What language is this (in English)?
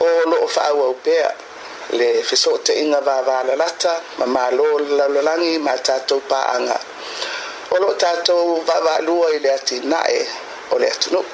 Samoan